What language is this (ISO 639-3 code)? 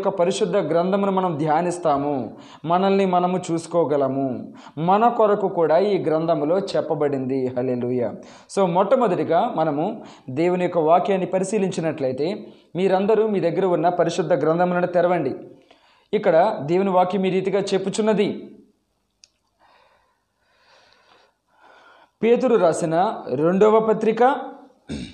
tel